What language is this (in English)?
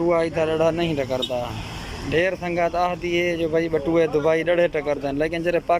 Saraiki